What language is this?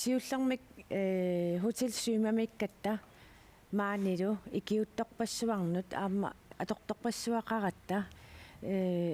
Kalaallisut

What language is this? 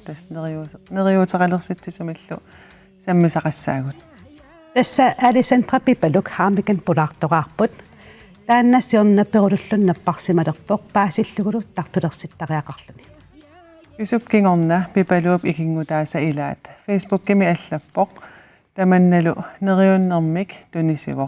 Kalaallisut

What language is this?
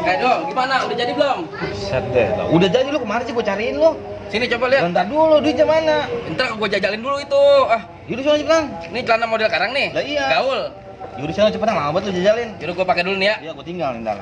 Betawi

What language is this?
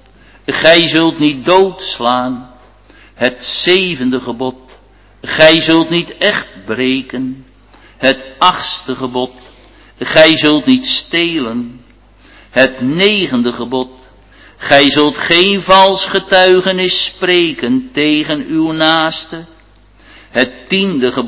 Dutch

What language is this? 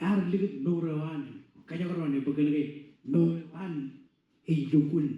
Marshallese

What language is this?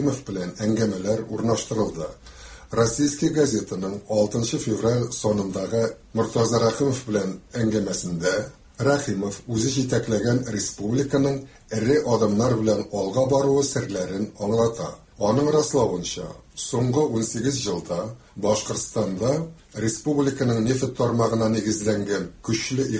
Tatar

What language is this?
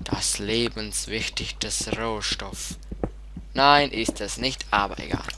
Swiss German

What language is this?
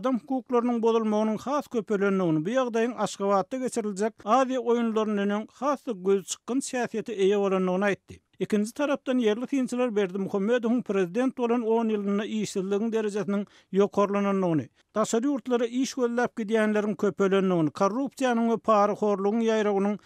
Turkmen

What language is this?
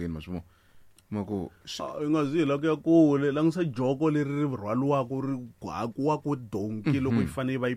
Tsonga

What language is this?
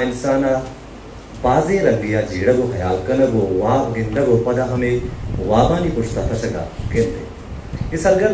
Eastern Balochi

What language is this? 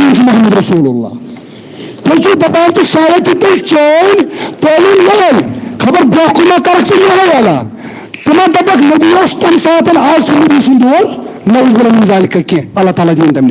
Kashmiri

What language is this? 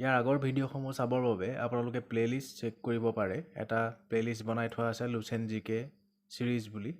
Assamese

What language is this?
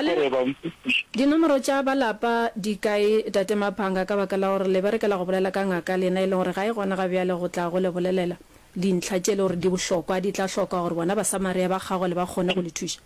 Northern Sotho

